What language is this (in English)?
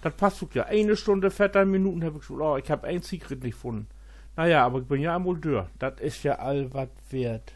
Low German